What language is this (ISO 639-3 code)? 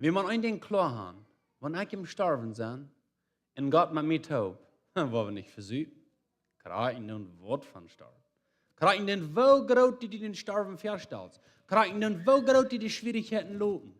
pdt